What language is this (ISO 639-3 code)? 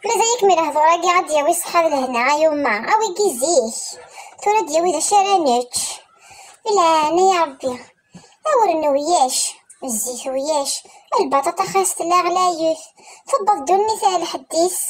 kab